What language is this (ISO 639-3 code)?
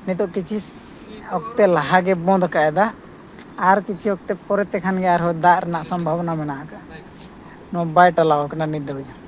sat